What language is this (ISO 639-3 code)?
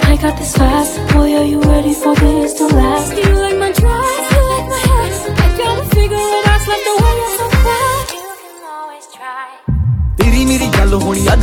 pan